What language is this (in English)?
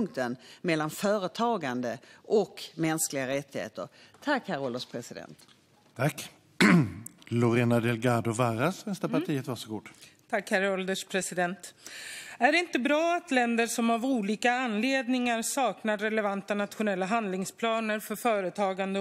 Swedish